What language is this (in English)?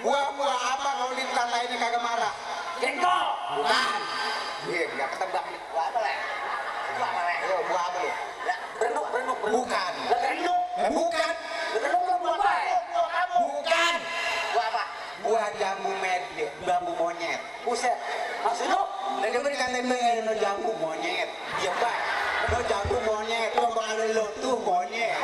Betawi